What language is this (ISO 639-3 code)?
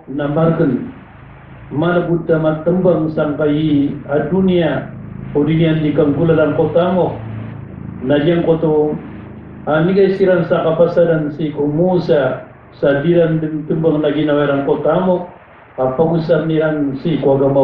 mrw